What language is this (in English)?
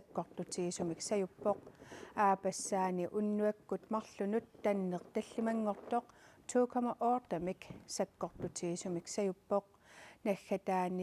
Kalaallisut